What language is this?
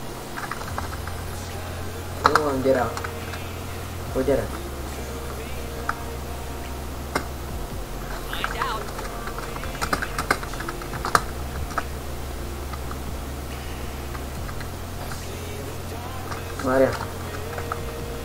Hungarian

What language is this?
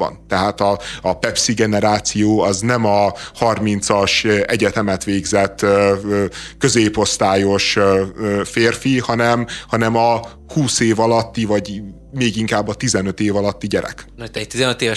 Hungarian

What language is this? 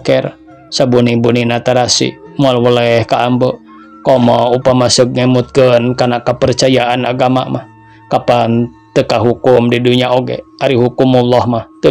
Sundanese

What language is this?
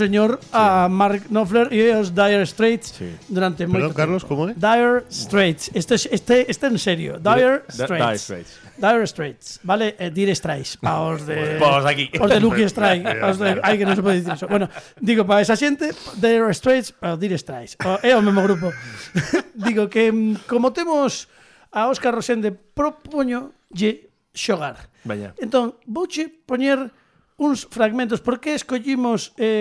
Galician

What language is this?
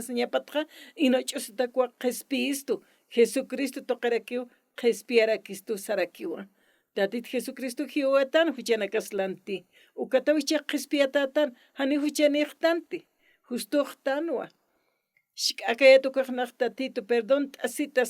Aymara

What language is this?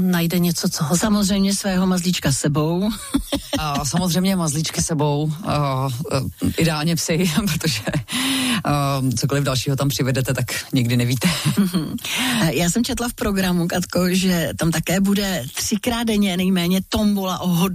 Czech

